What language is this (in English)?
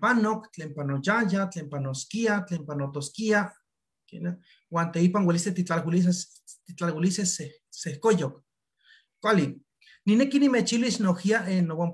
Eastern Huasteca Nahuatl